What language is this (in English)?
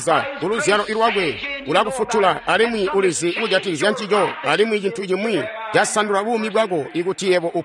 Tonga (Zambia)